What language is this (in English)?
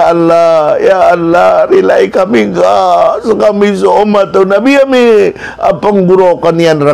Maranao